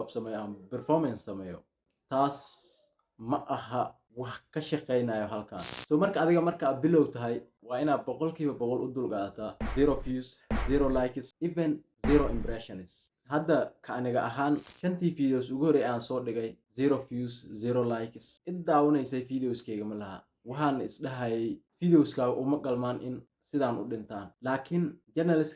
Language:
Somali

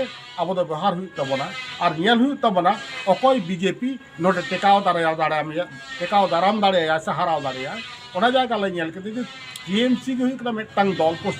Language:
Santali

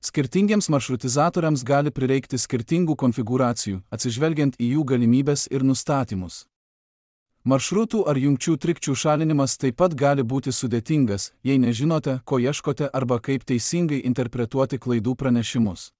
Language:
Lithuanian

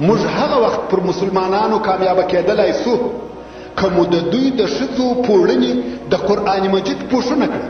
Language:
Pashto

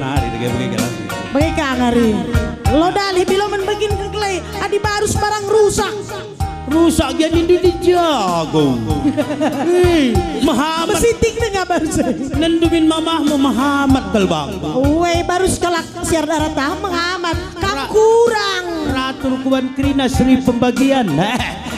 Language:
Batak Karo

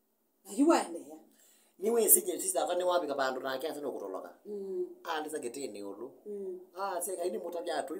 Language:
Kamba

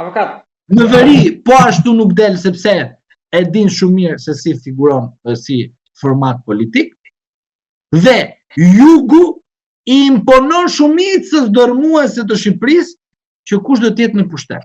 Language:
Albanian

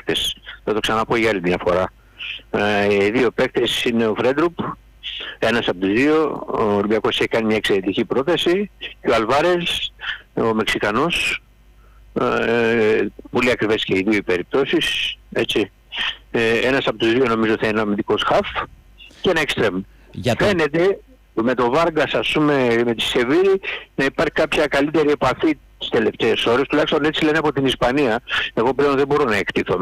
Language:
Greek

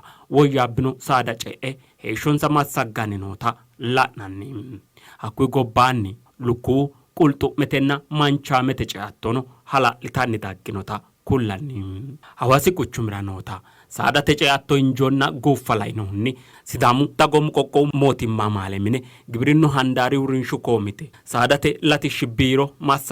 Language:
Sidamo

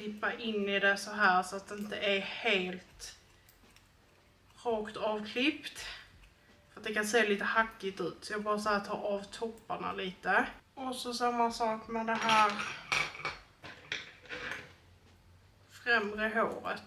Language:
Swedish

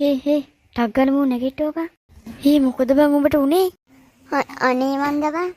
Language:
Sinhala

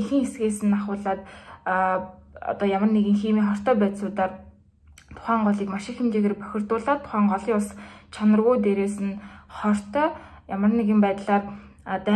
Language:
Mongolian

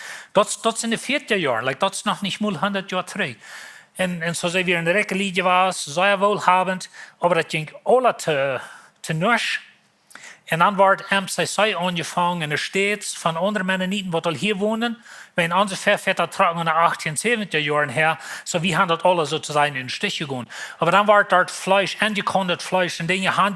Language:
Plautdietsch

